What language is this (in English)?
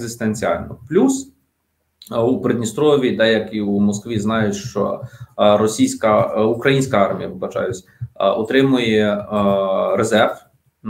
Ukrainian